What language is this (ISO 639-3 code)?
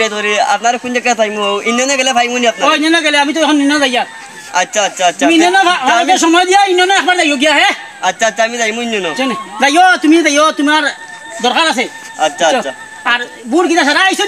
syl